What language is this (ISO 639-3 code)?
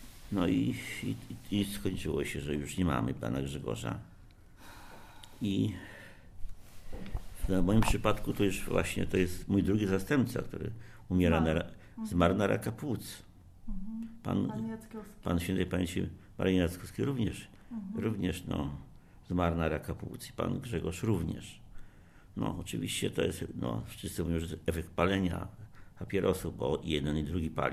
pol